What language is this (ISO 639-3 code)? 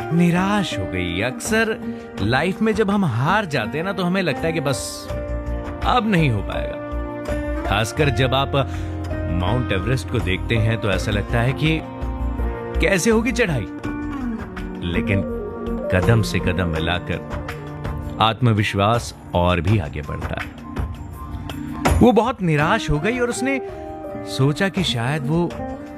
hin